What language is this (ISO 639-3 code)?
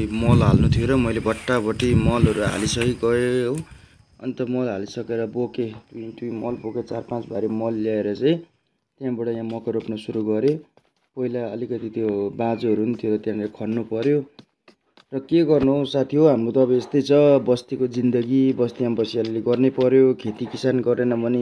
nep